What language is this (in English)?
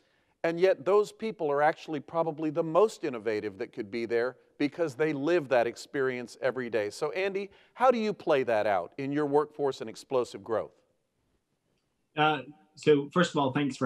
English